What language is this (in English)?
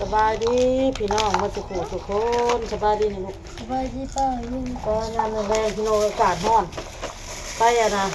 Northeastern Thai